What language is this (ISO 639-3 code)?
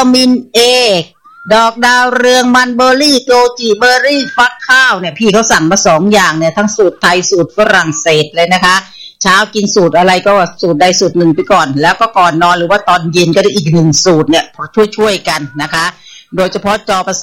tha